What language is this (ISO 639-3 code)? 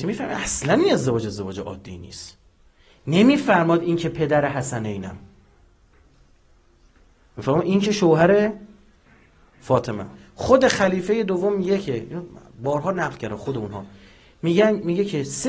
fas